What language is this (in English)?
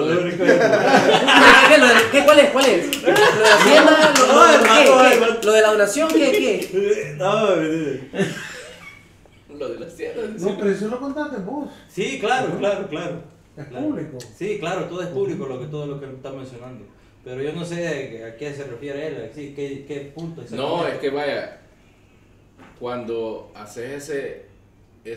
Spanish